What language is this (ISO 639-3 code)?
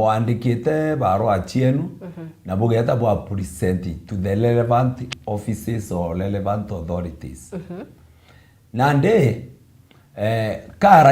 mer